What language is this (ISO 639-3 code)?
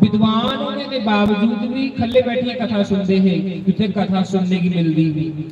doi